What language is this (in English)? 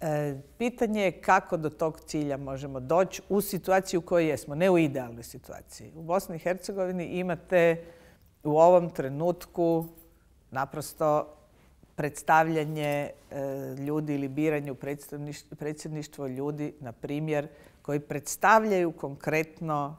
Bosnian